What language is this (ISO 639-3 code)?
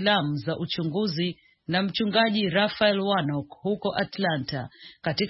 swa